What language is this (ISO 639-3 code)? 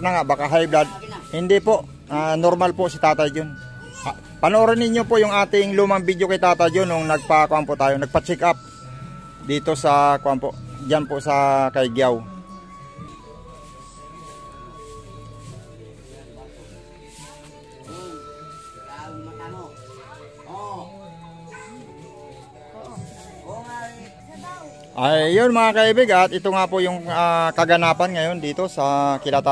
fil